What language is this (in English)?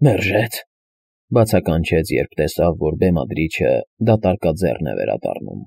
Armenian